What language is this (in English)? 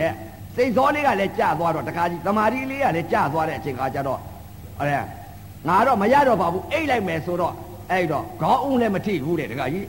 Burmese